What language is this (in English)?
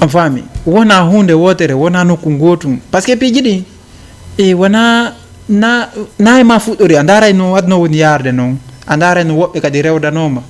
Fula